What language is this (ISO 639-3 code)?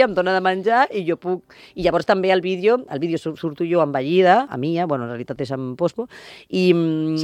cat